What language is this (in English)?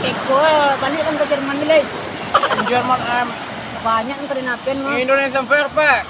Minangkabau